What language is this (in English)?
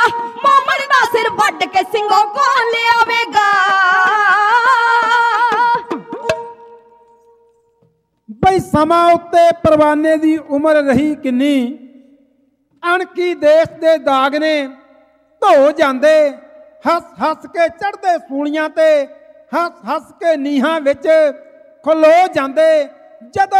Punjabi